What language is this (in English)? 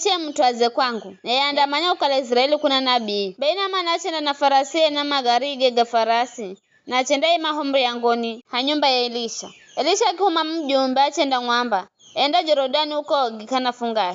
Giryama